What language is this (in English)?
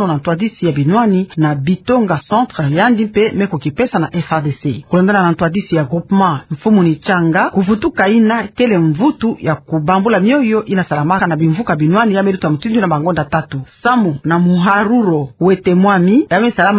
Kituba (Democratic Republic of Congo)